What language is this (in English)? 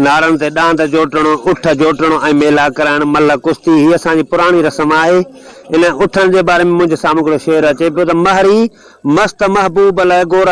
Sindhi